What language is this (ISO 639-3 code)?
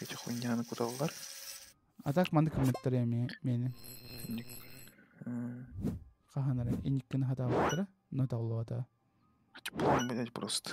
sah